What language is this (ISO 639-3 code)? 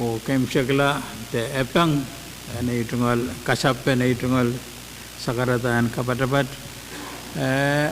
pon